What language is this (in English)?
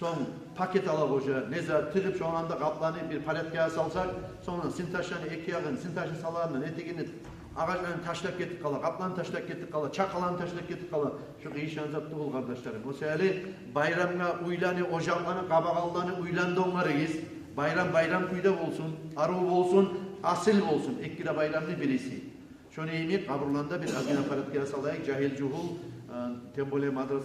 Kumyk